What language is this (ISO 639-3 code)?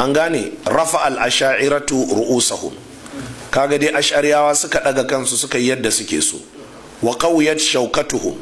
hau